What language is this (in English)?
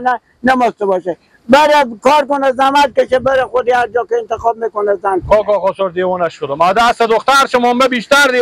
Persian